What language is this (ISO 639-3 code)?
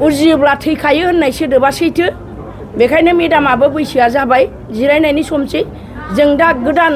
brx